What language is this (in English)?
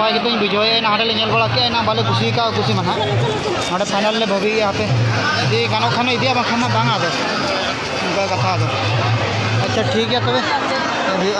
Santali